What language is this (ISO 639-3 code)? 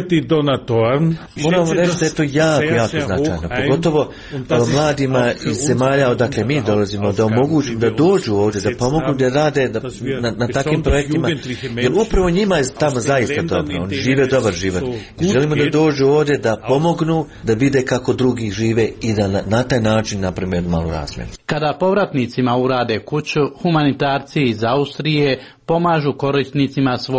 hrv